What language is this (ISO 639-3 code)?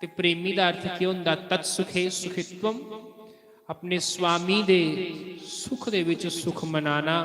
doi